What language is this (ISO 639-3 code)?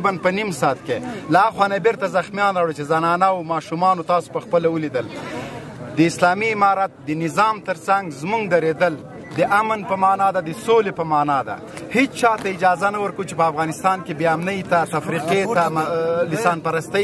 pus